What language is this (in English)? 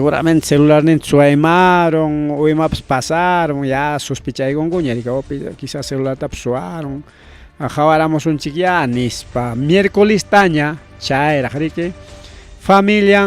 Ayacucho Quechua